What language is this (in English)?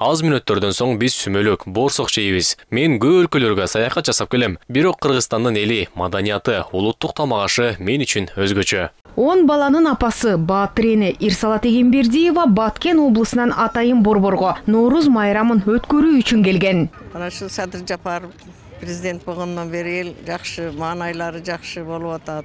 Kyrgyz